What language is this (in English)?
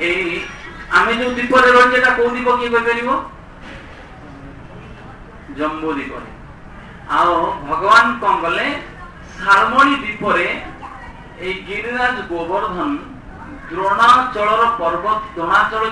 Odia